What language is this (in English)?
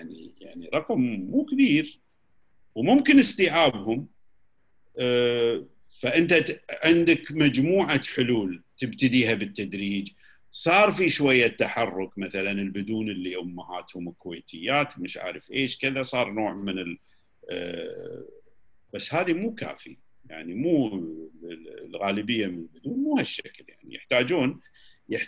Gulf Arabic